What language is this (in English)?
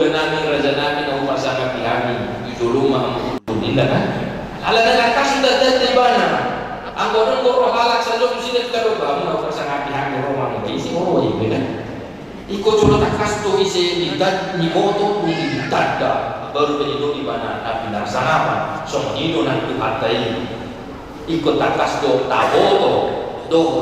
Batak Toba